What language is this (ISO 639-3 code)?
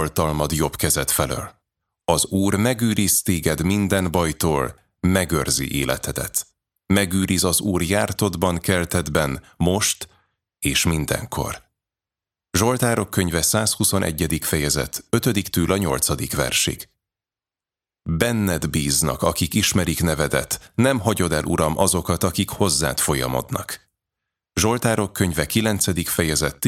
hun